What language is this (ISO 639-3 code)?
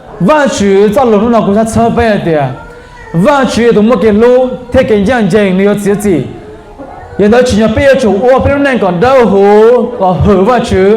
hmn